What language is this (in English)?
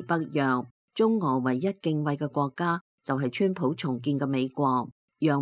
Cantonese